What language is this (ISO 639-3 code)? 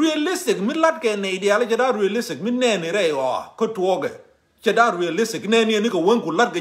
nus